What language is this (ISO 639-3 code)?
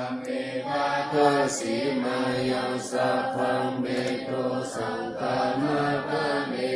pli